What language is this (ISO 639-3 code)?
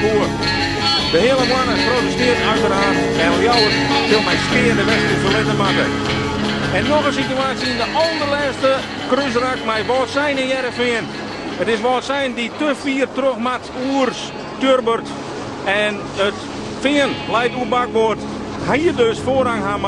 fry